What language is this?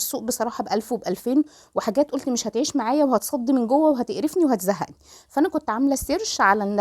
Egyptian Arabic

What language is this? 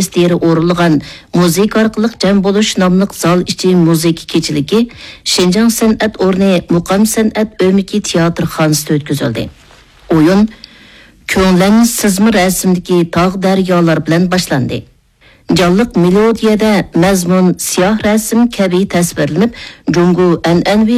Uyghur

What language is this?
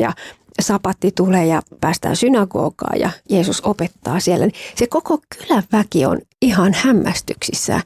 Finnish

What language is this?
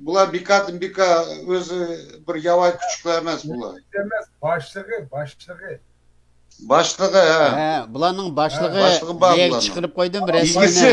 Uyghur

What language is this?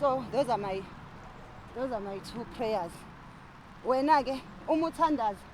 Zulu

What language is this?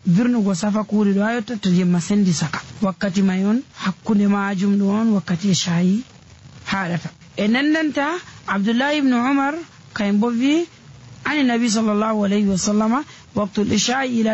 Nigerian Fulfulde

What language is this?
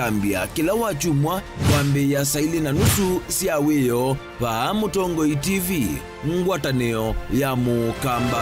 Kamba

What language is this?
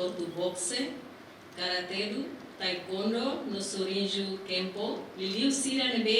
Tetum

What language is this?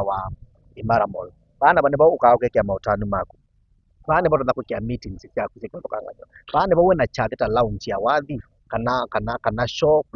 Kamba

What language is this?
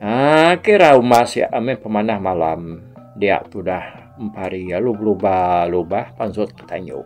Iban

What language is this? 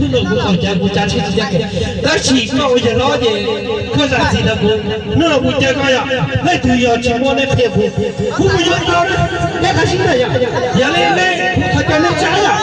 Hmong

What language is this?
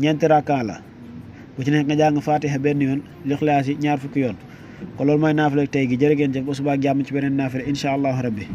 Wolof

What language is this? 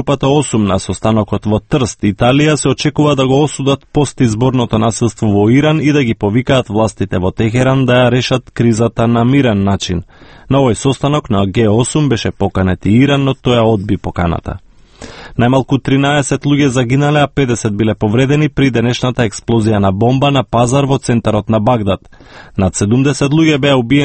Macedonian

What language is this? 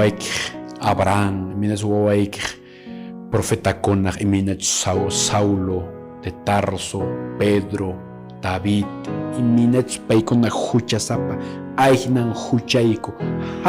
Quechua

